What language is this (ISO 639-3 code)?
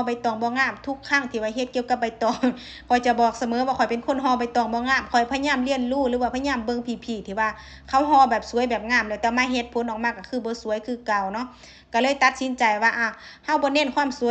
lao